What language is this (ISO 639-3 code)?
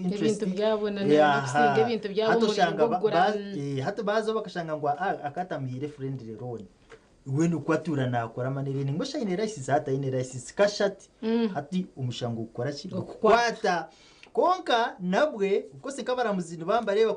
nyn